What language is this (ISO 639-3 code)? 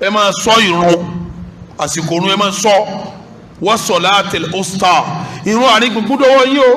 yor